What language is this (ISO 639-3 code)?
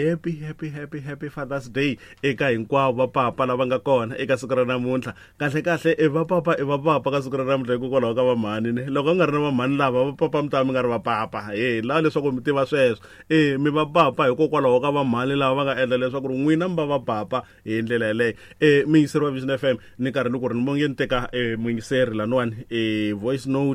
tso